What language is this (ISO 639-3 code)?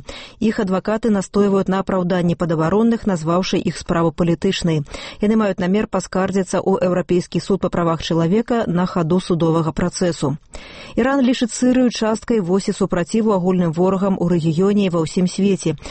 bel